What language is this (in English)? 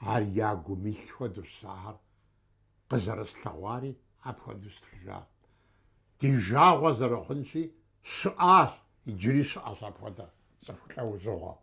Kabardian